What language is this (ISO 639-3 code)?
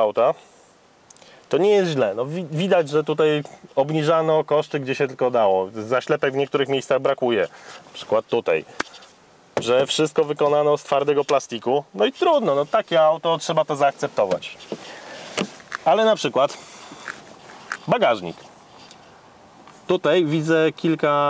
pol